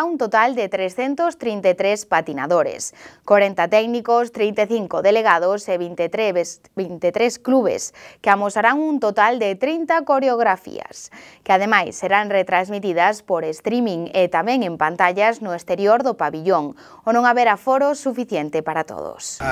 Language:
Galician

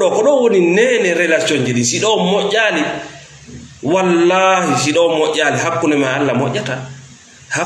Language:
Fula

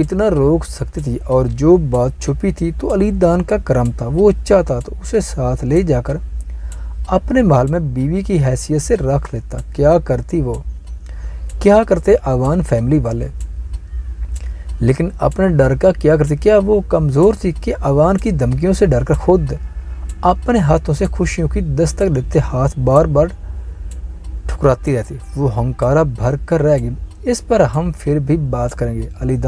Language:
Urdu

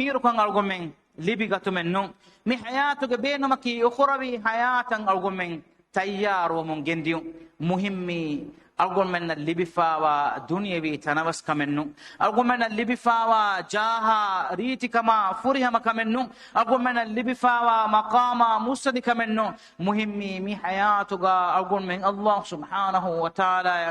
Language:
Divehi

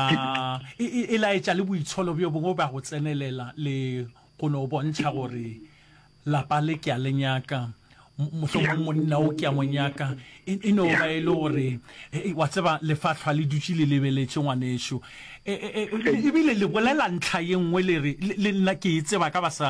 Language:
Northern Sotho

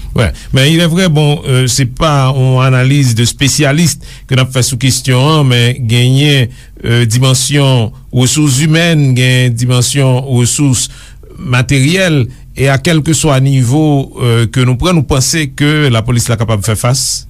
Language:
Haitian Creole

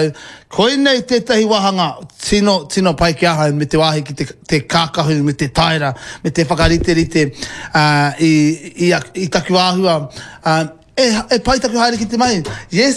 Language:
Māori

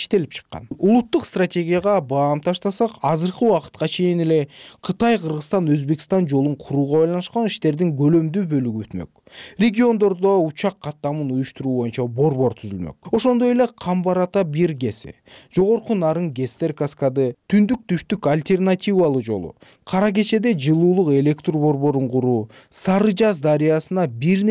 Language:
Kyrgyz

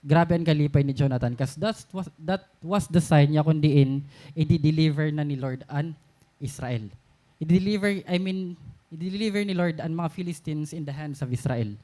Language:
Waray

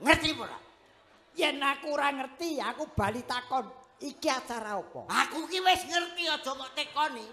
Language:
Javanese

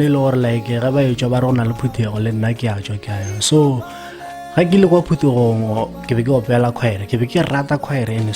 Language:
Northern Sotho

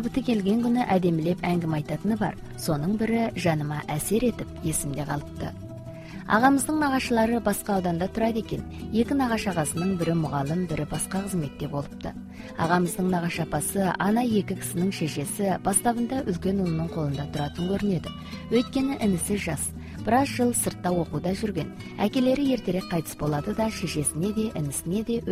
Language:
Kazakh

